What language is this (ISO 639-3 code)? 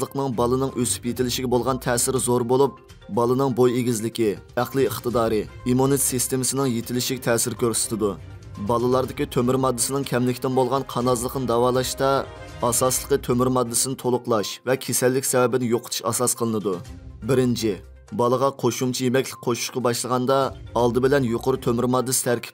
uig